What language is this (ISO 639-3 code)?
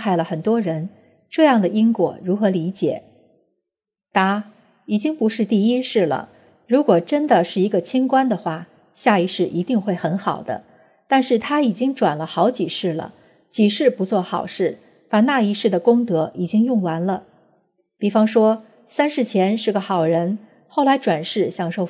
zho